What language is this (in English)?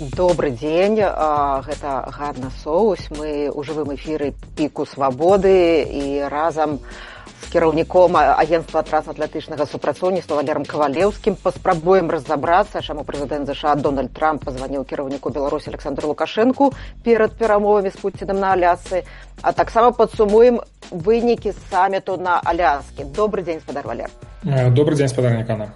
Belarusian